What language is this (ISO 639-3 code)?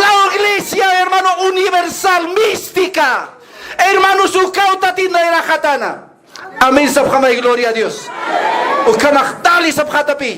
aym